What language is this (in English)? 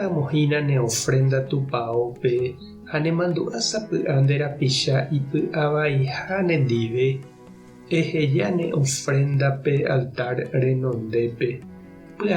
Guarani